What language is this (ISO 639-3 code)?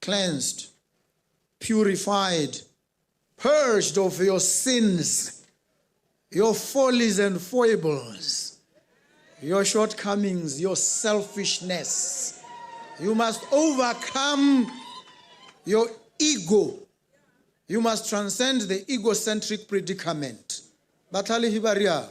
tsn